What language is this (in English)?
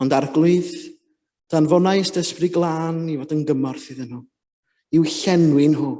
Welsh